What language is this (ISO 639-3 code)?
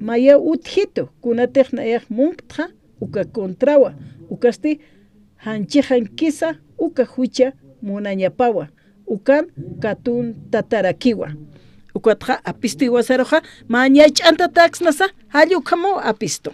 aym